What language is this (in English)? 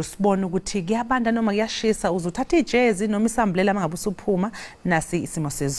Zulu